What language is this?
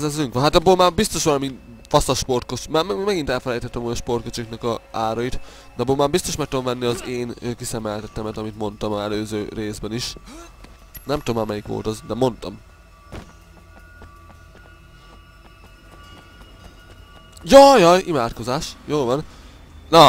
Hungarian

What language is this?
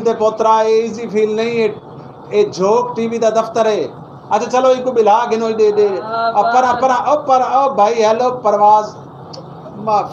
Saraiki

